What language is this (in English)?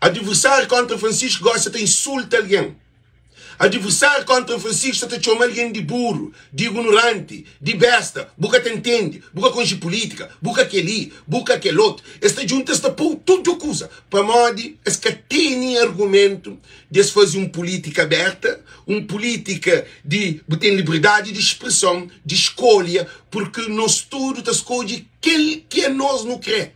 Kabuverdianu